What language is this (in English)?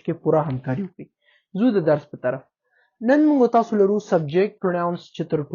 Pashto